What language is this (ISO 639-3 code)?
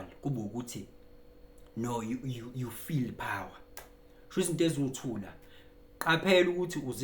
zul